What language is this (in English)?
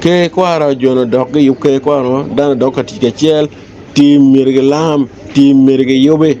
Acoli